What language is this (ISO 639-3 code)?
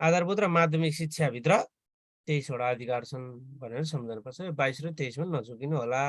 nep